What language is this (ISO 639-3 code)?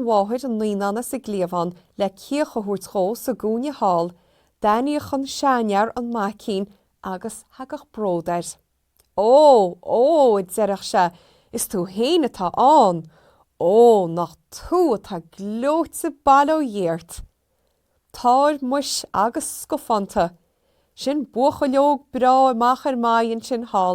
gle